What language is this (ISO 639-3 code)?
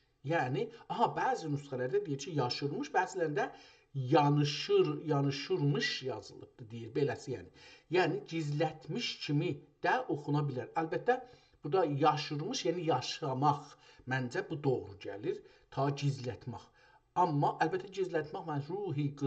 azb